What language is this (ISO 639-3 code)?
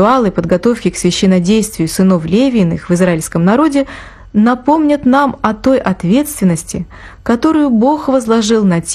rus